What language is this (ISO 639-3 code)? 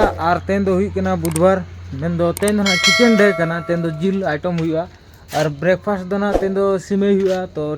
sat